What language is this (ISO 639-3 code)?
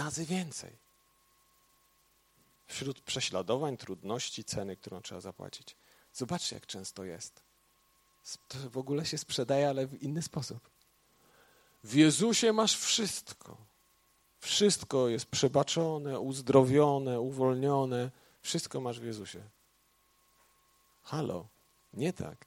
pol